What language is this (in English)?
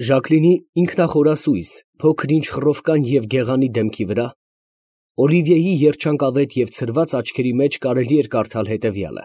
Armenian